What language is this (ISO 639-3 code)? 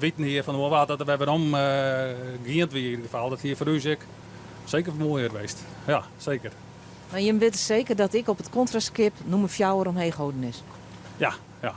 fry